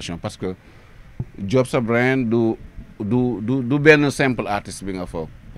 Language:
Wolof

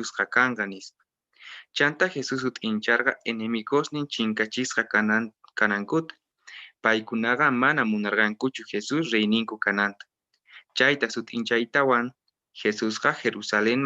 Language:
Quechua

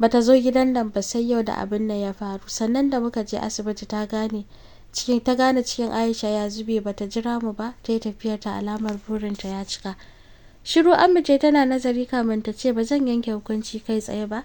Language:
Hausa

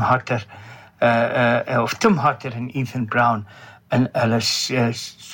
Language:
Afrikaans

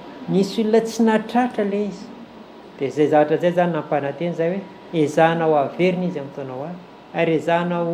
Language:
Malagasy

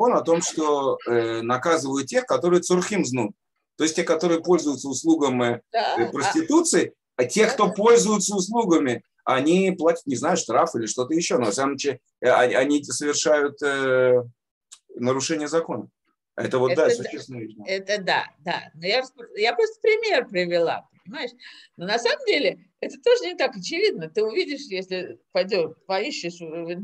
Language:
Russian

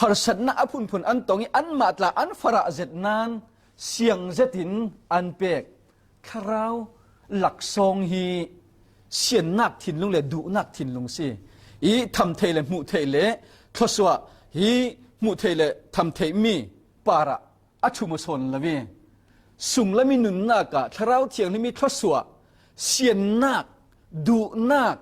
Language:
Falam Chin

